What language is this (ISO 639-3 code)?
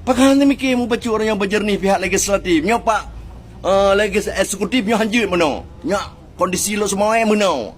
ace